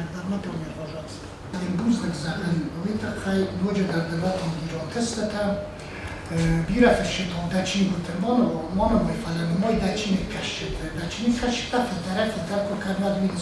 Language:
Ossetic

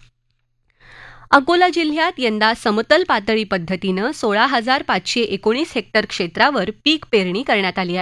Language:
Marathi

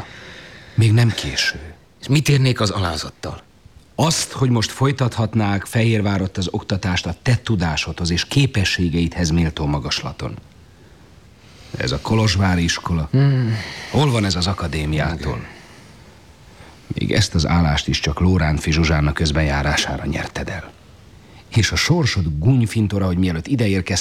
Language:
Hungarian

